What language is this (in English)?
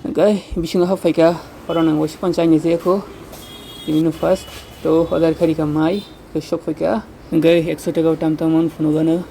Kok Borok